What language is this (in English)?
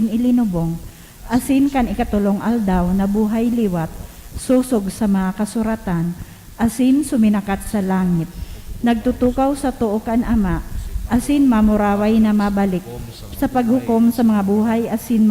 Bikol